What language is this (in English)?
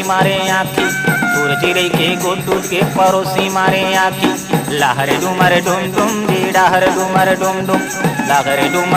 Chhattisgarhi